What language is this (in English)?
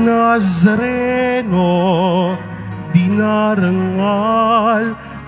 Filipino